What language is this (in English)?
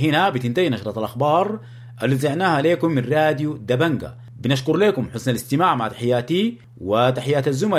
Sudanese Arabic